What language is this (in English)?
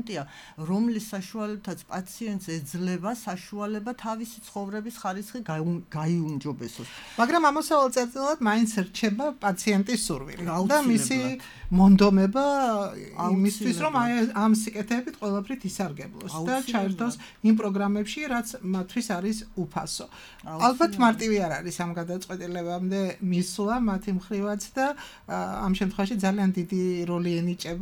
Georgian